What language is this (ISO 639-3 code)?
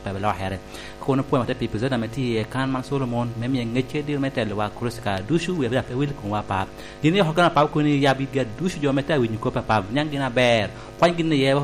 laj